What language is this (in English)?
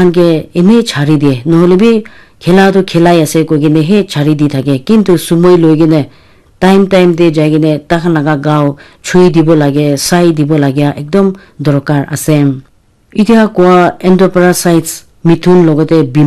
Naga Pidgin